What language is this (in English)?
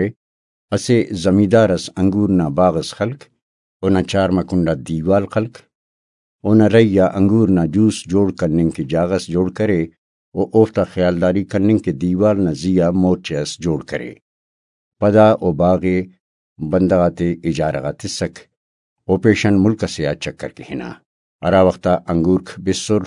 Brahui